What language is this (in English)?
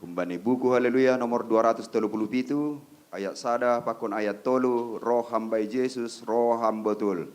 Batak Simalungun